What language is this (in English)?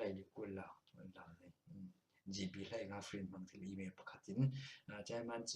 Falam Chin